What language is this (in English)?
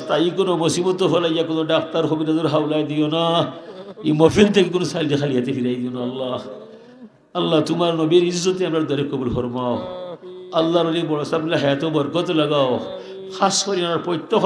Sylheti